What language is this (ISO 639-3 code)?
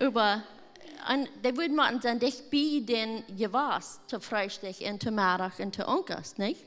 pdt